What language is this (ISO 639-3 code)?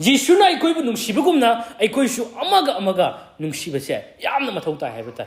mni